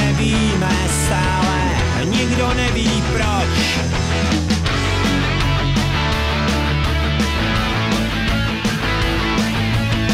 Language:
Czech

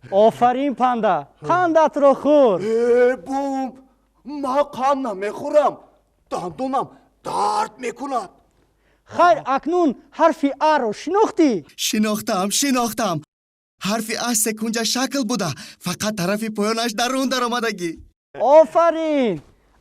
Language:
Tajik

